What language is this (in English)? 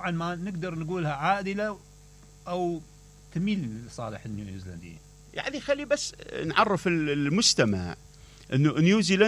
Mesopotamian Arabic